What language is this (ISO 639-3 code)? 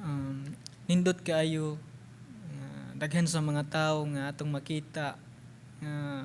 ceb